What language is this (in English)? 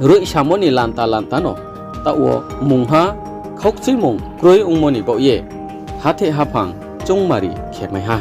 Riang (India)